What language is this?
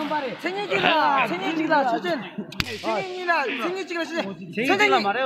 Tibetan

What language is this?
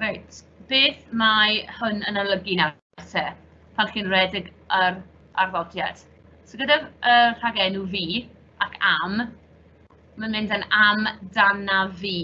Welsh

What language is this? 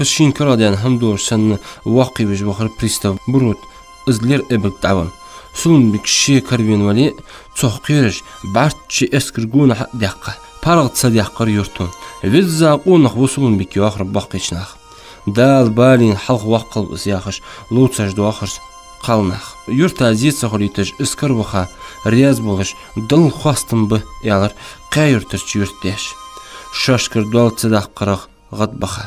Ingush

